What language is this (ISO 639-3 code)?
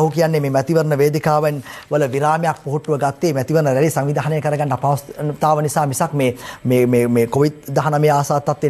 sin